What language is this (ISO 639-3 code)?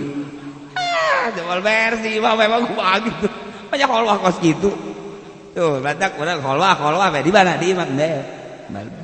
sun